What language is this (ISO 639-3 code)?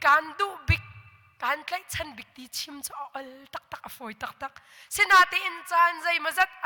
cnh